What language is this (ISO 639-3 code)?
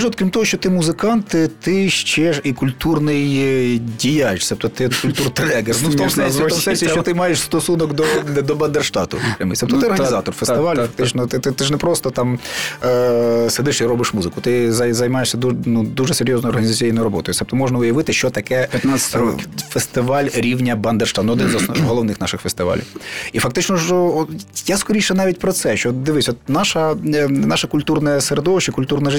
ukr